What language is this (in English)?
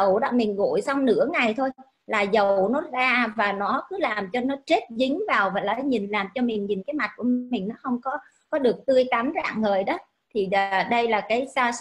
Vietnamese